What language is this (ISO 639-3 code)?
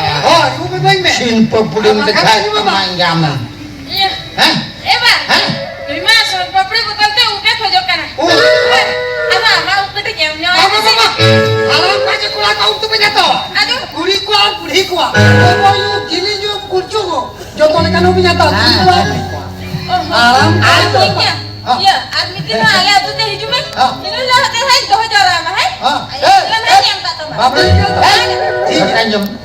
sat